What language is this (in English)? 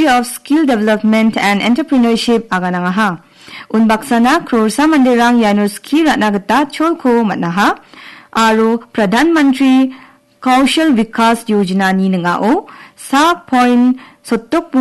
Garo